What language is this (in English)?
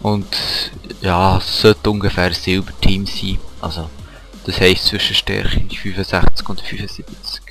Swiss German